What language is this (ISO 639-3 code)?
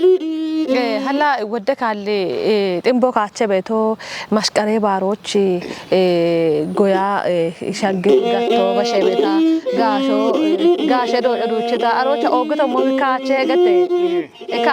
kbr